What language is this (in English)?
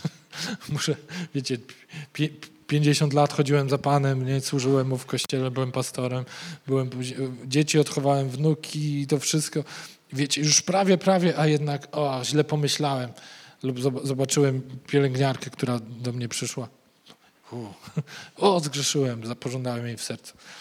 Polish